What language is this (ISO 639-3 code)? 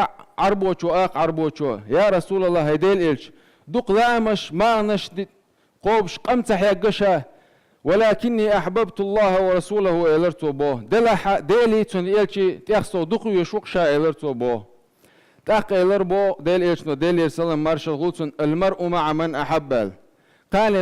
che